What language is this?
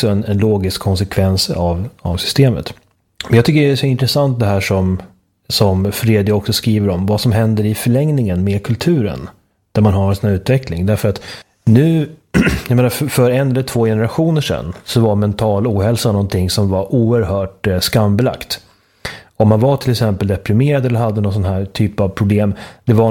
Swedish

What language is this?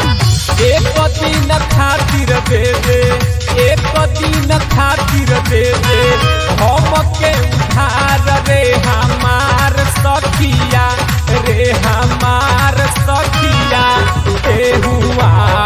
Bhojpuri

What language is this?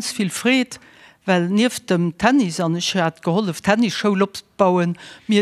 Luxembourgish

